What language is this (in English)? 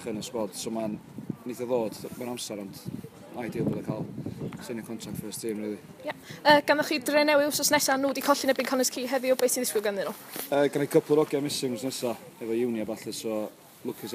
Welsh